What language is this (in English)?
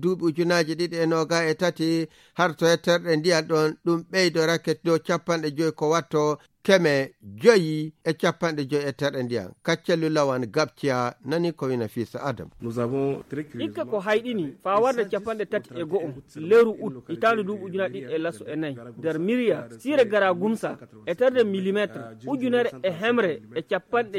Nigerian Fulfulde